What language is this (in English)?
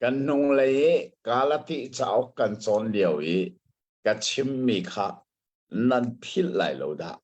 Hakha Chin